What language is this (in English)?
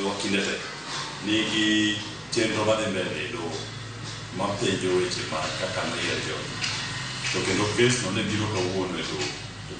Luo (Kenya and Tanzania)